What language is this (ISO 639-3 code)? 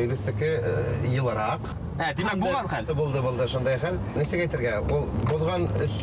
bak